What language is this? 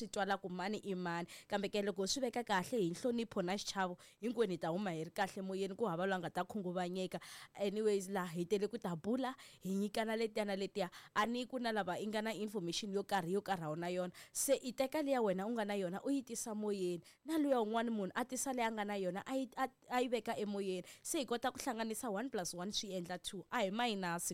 Tsonga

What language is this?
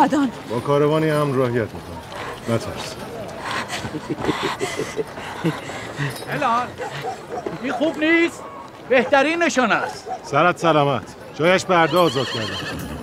Persian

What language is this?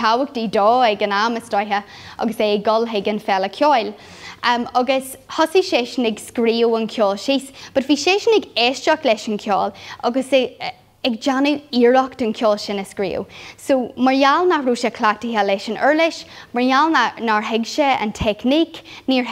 Irish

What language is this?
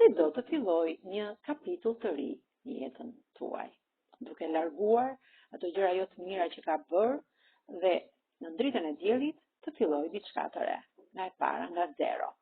Albanian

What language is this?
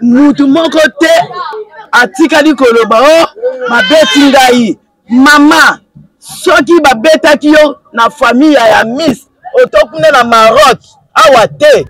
Lingala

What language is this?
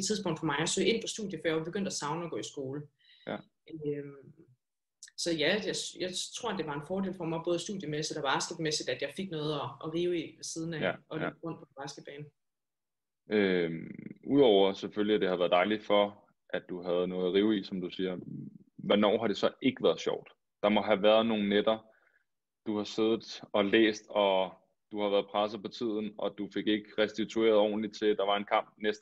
Danish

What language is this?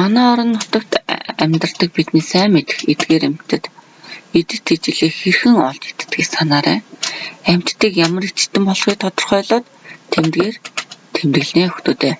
Mongolian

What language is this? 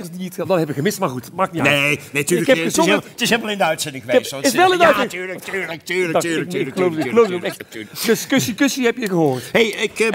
Dutch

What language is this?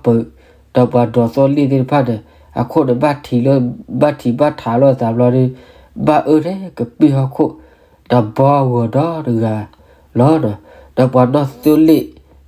S'gaw Karen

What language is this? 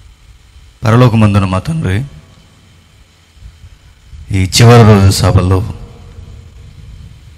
Telugu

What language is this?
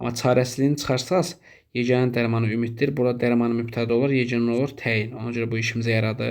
Azerbaijani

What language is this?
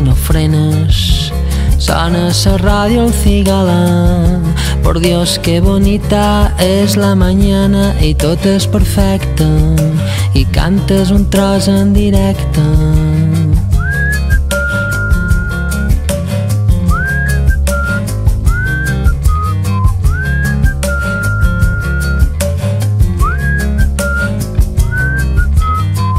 Catalan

